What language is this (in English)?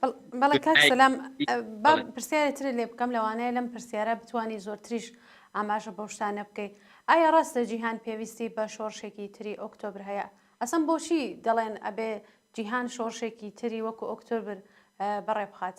Central Kurdish